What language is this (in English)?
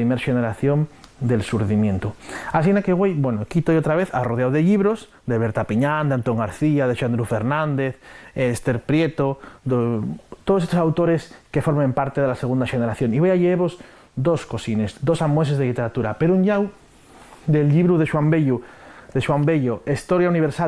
Asturian